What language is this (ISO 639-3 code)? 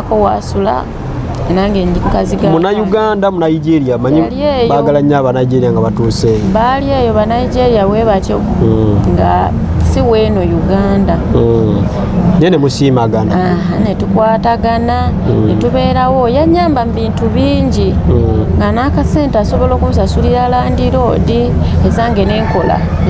lug